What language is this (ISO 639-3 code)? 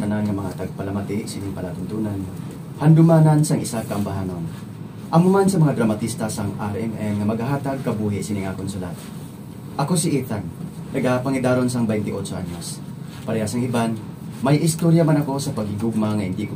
hil